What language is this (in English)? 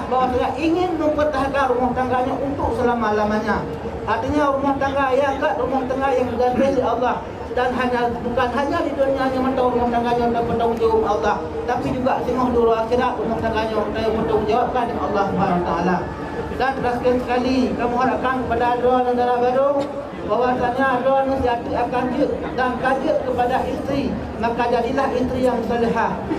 Achinese